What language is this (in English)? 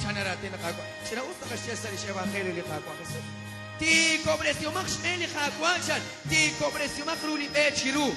Kekchí